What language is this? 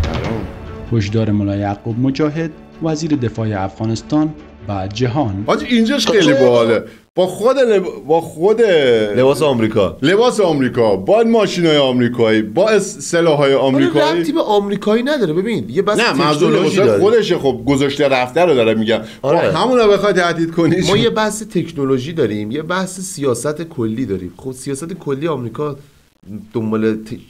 Persian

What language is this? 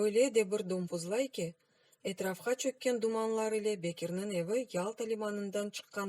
Crimean Tatar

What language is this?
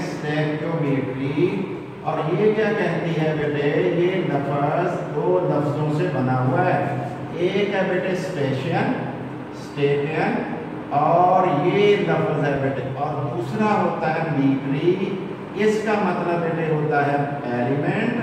Hindi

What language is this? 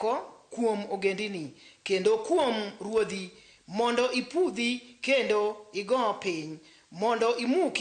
Luo (Kenya and Tanzania)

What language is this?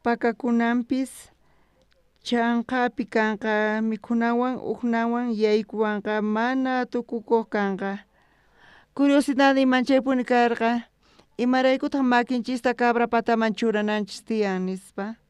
South Bolivian Quechua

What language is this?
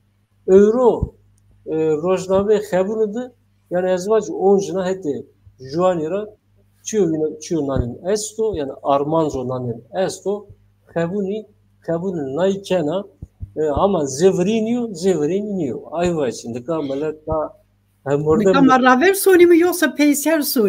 Zaza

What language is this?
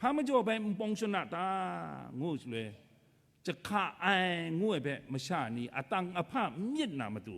Kachin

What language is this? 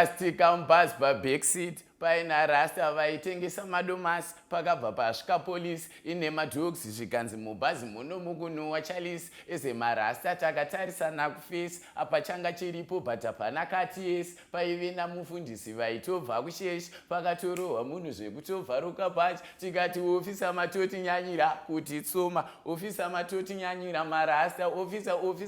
Shona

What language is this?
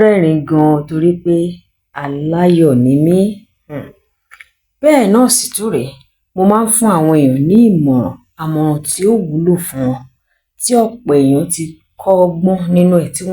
Yoruba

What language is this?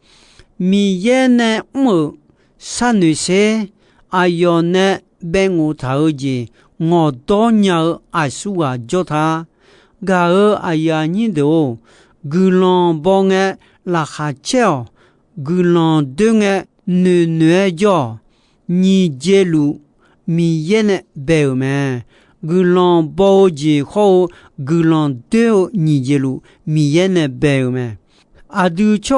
Akha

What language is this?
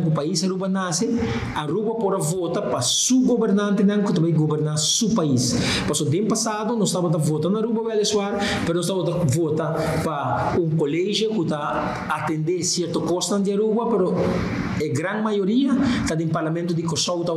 Papiamento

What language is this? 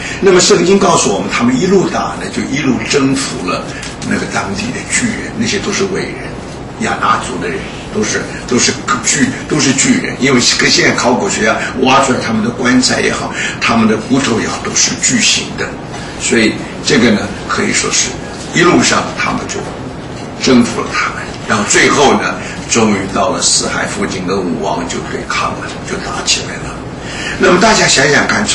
Chinese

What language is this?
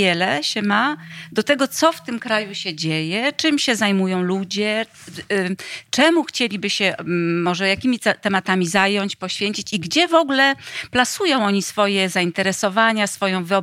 Polish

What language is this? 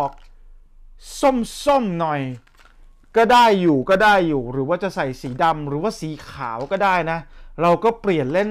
Thai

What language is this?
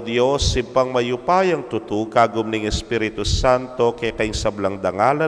Pampanga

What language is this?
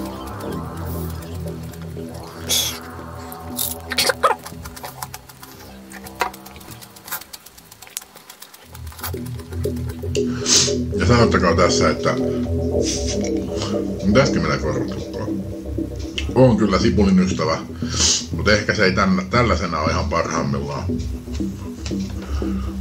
Finnish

